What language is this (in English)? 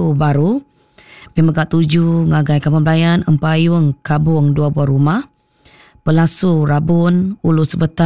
Iban